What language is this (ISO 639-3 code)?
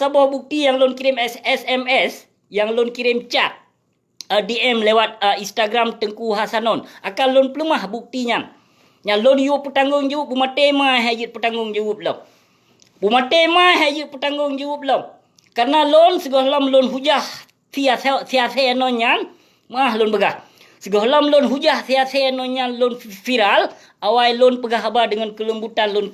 ace